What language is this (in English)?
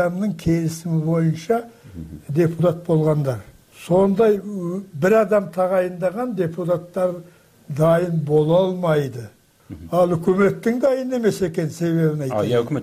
Kyrgyz